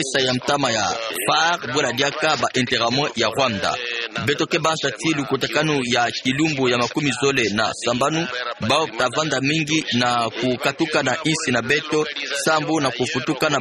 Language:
Kituba (Democratic Republic of Congo)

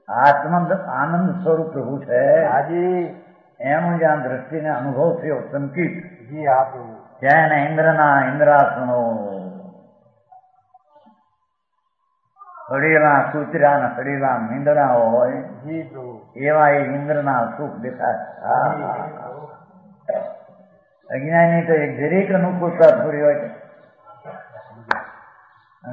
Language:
Gujarati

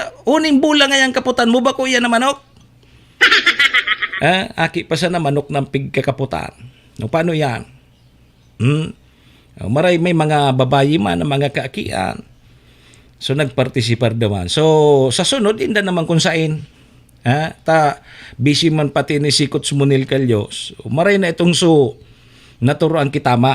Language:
Bikol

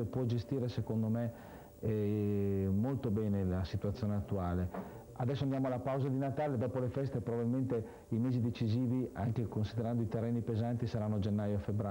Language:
Italian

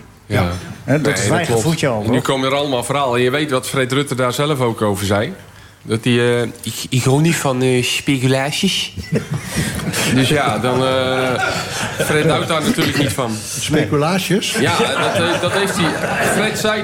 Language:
Dutch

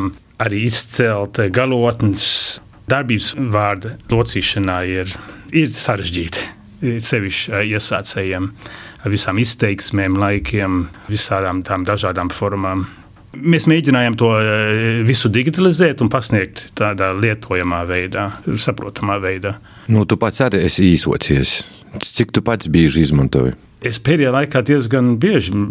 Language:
Latvian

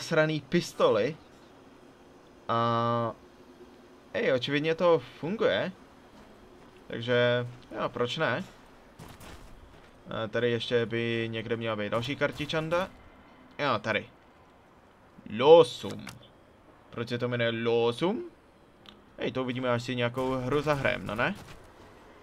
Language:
Czech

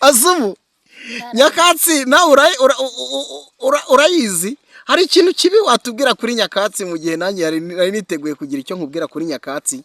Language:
Kinyarwanda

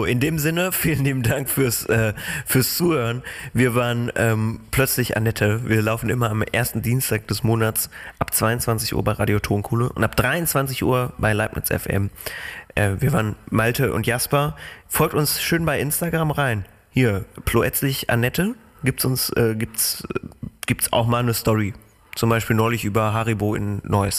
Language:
German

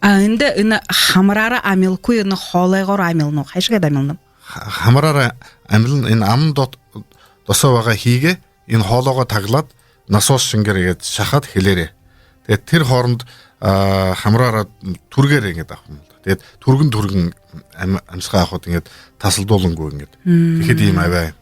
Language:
Buriat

